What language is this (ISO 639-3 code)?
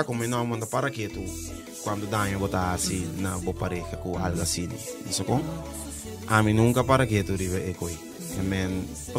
pap